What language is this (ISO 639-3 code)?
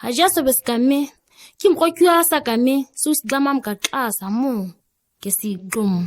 gnk